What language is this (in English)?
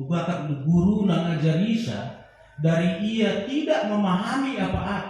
Batak Karo